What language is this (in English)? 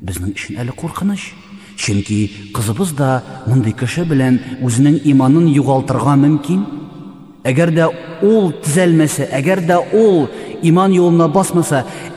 Tatar